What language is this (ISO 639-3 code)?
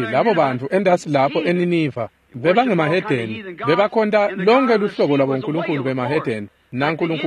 ssw